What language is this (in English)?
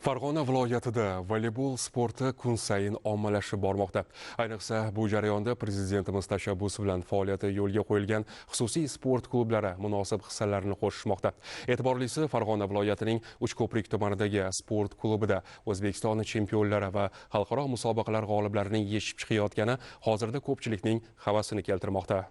Uzbek